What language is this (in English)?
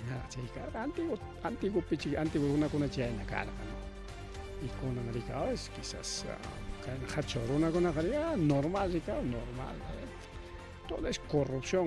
Ayacucho Quechua